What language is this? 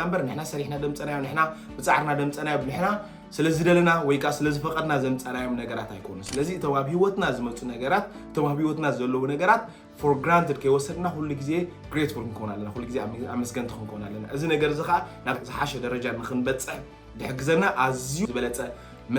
Tigrinya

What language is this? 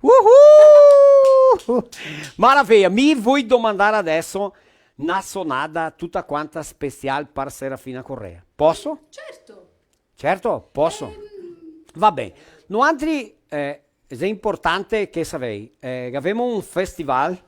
Venetian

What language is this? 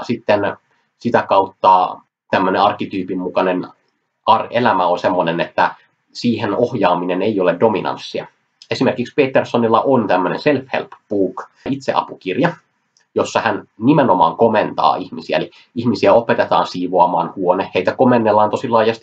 Finnish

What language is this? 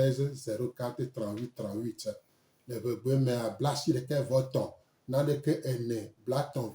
Gen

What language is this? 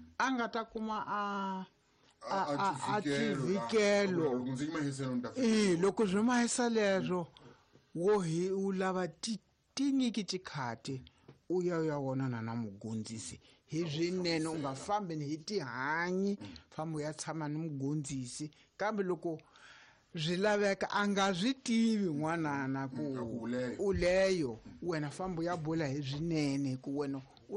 Tsonga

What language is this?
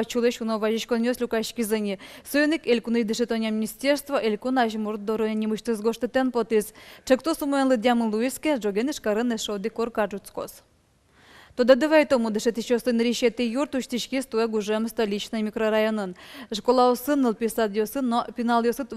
Udmurt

